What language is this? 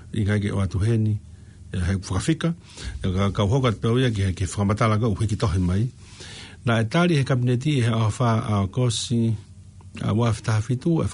Tongan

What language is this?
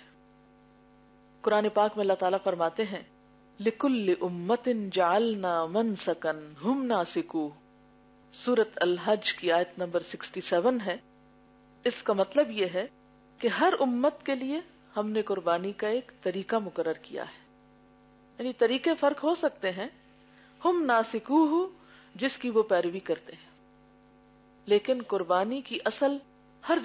Urdu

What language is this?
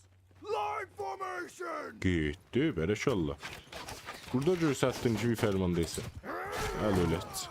South Azerbaijani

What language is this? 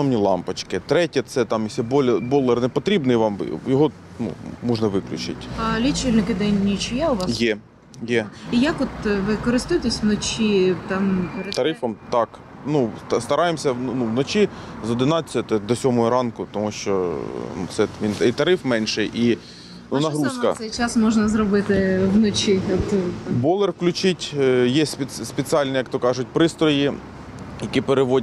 Ukrainian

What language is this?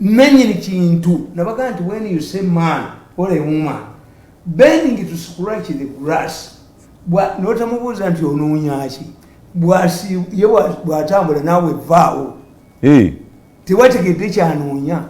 Ganda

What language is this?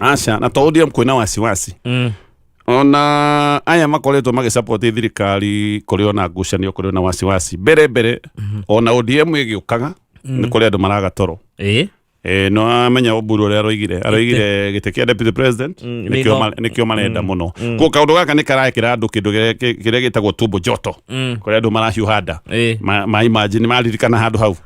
Kikuyu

